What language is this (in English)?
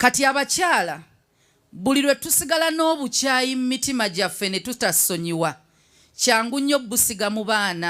Ganda